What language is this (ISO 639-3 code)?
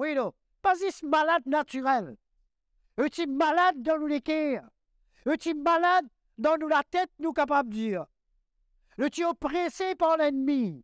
mfe